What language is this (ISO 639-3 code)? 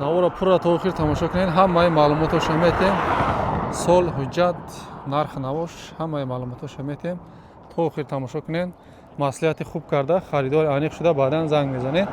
tgk